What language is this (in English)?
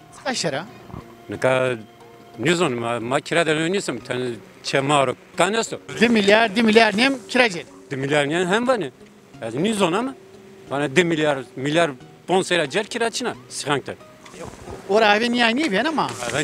Zaza